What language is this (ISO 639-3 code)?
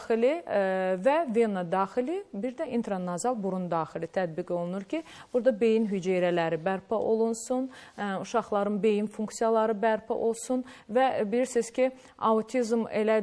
aze